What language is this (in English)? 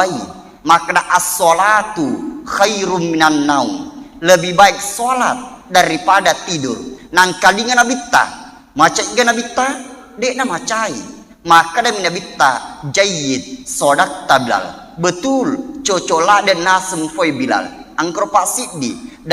Buginese